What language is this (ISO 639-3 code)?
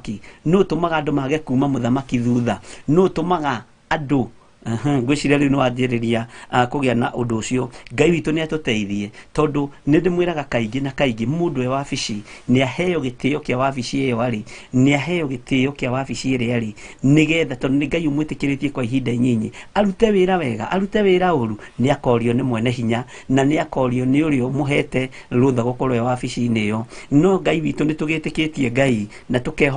kik